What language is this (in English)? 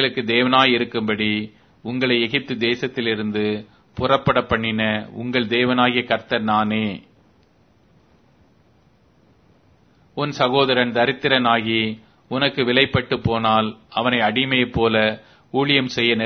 Tamil